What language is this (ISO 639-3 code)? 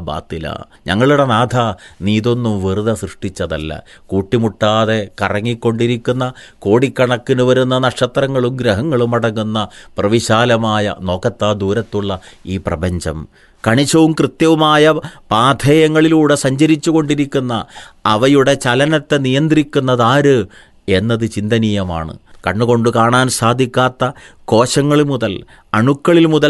mal